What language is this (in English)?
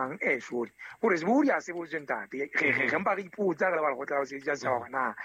Southern Sotho